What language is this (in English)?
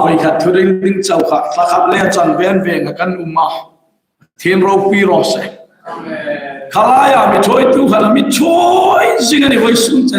Hmar